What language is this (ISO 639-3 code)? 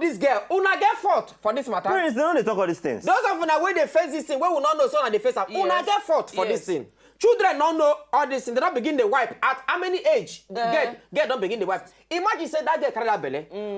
pcm